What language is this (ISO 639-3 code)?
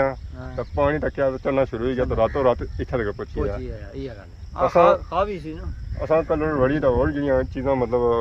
phr